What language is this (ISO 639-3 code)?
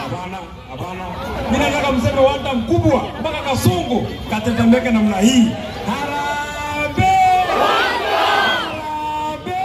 kik